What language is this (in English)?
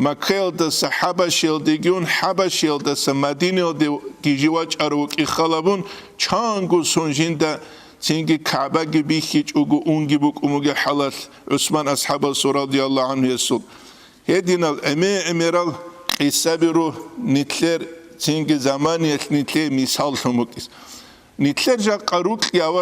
Avaric